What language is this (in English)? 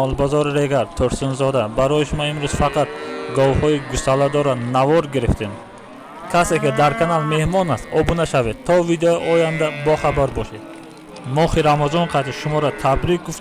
Tajik